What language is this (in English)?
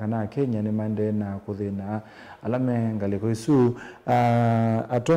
Kamba